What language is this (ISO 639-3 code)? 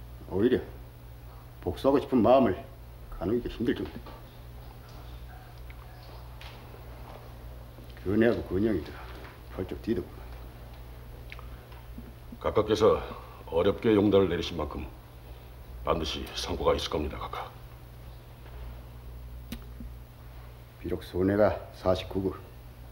kor